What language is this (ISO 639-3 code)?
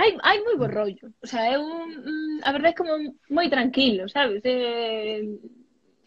glg